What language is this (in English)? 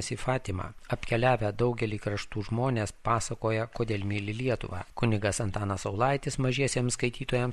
Lithuanian